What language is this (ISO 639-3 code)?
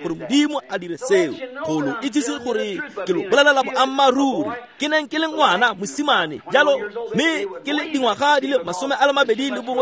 tsn